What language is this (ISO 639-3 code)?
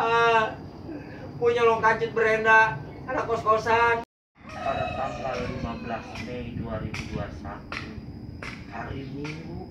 bew